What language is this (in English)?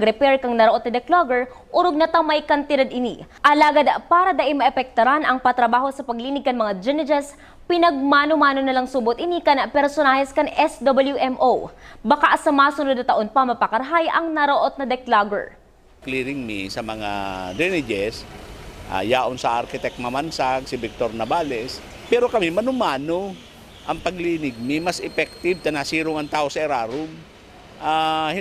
Bikol